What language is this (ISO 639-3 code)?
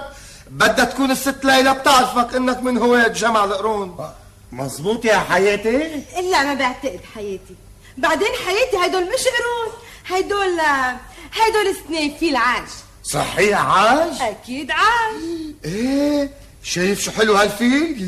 apc